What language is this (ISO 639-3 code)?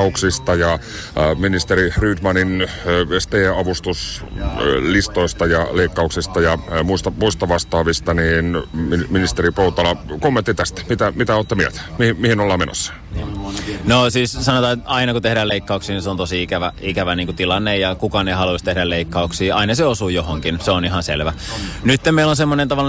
fin